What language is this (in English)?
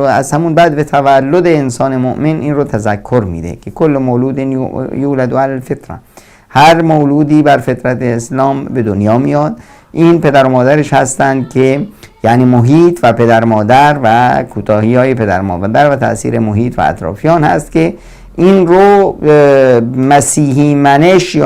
Persian